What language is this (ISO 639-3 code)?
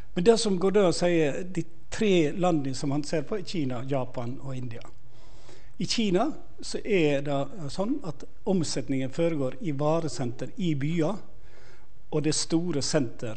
nor